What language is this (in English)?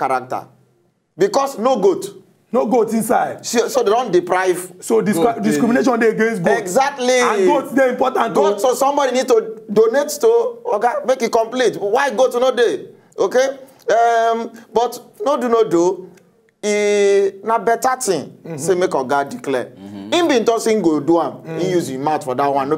Nigerian Pidgin